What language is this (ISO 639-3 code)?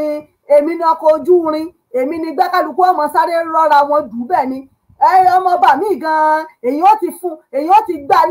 yor